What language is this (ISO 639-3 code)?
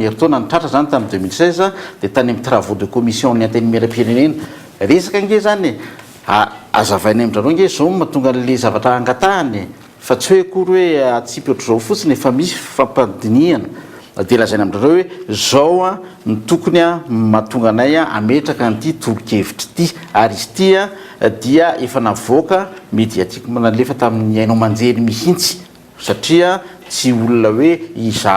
mlg